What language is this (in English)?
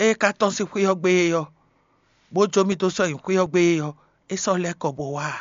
Fon